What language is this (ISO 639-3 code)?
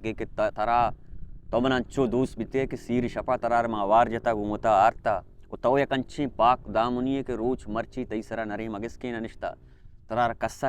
bal